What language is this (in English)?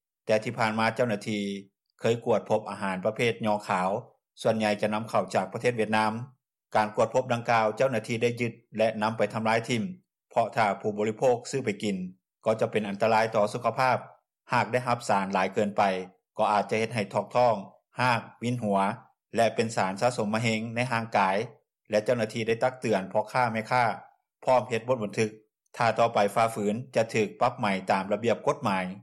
Lao